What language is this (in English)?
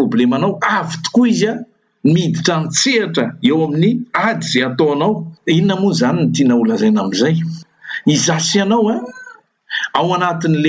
Malagasy